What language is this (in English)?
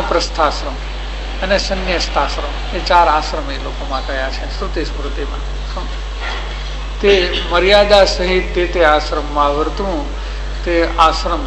Gujarati